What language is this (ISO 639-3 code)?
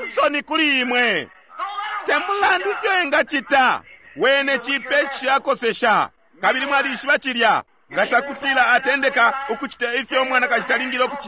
bem